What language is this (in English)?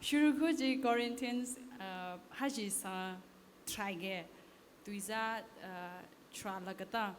Tangkhul Naga (India)